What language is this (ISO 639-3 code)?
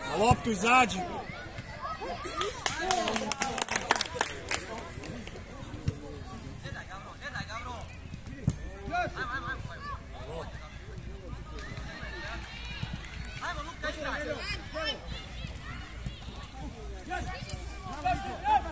hrv